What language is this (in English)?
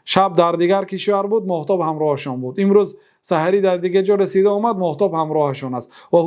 Persian